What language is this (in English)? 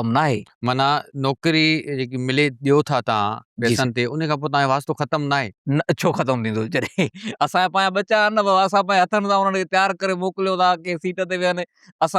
Sindhi